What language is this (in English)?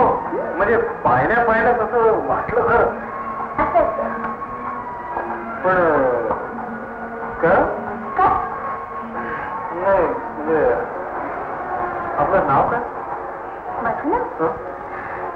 Marathi